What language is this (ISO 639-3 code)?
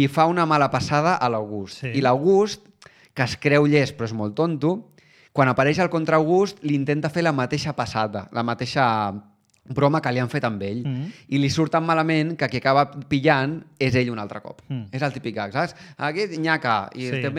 cat